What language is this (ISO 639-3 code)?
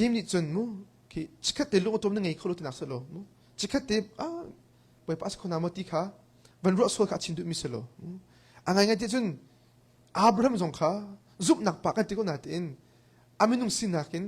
cnh